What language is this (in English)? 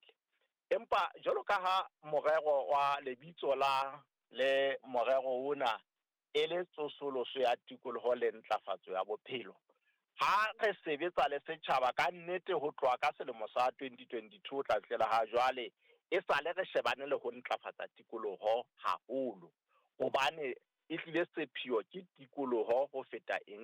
Southern Sotho